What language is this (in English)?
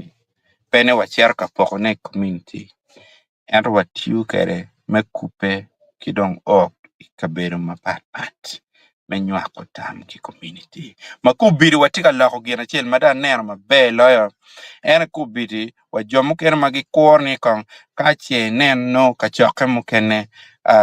Acoli